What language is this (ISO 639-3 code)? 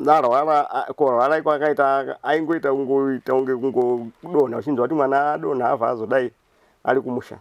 sna